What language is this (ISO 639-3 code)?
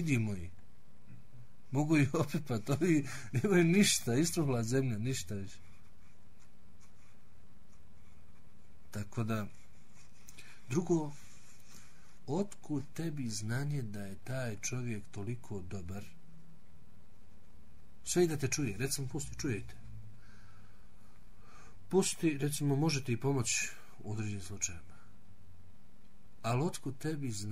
bos